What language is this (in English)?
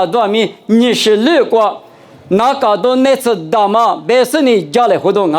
Lisu